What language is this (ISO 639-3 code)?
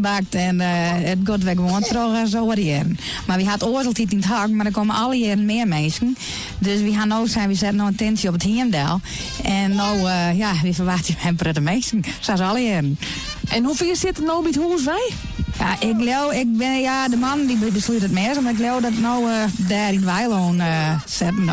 fry